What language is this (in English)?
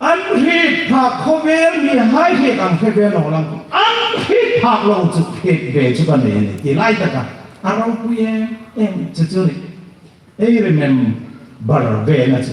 Hmar